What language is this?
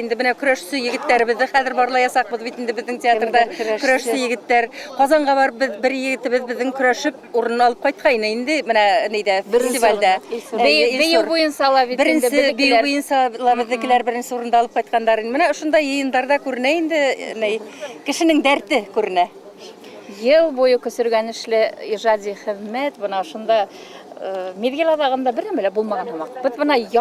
Bashkir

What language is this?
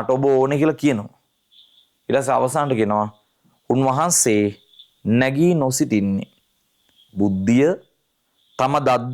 Sinhala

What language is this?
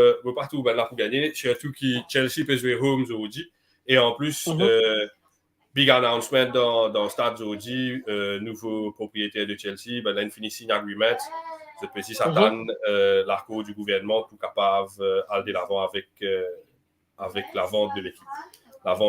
Morisyen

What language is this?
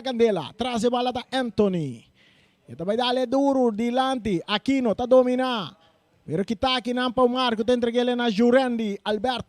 Papiamento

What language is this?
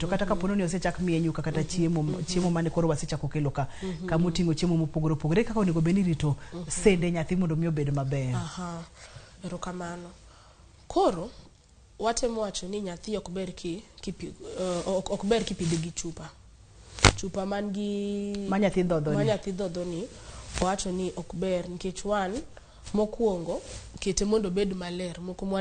Luo (Kenya and Tanzania)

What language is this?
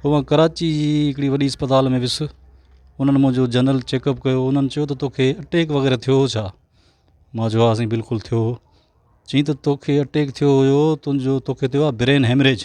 Sindhi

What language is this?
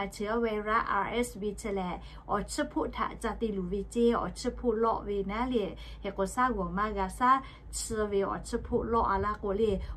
Lahu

